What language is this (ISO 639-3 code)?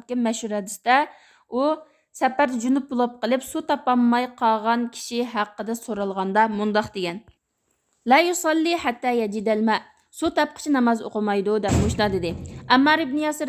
uig